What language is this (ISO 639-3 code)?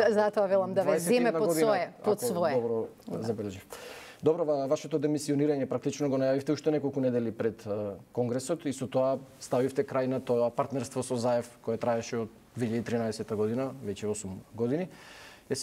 mkd